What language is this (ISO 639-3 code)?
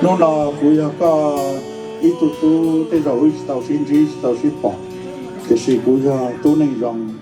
hmn